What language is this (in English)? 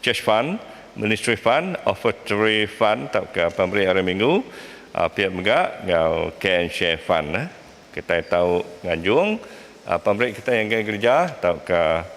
Iban